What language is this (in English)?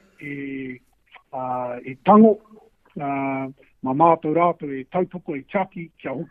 Māori